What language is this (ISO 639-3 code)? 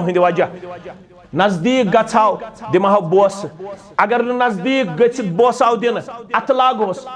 kas